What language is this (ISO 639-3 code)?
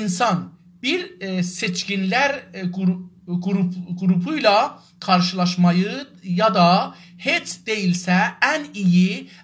azb